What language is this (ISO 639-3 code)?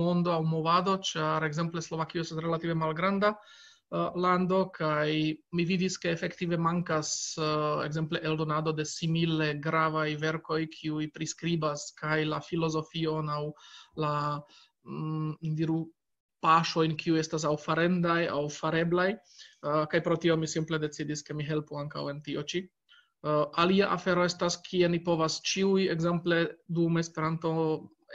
epo